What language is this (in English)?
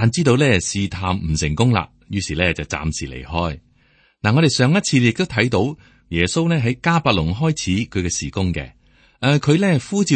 Cantonese